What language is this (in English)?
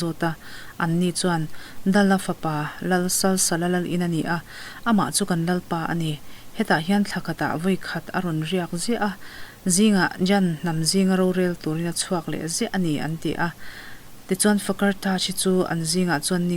Mizo